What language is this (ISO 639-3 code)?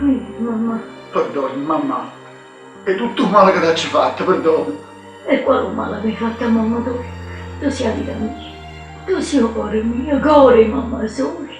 nap